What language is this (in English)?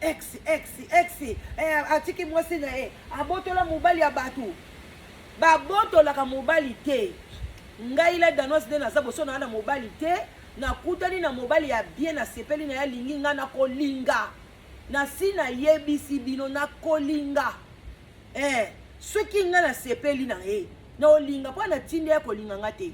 Lingala